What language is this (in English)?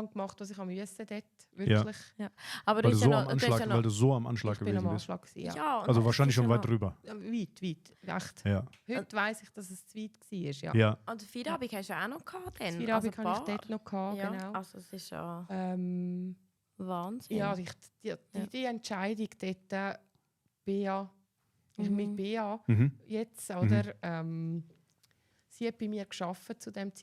Swiss German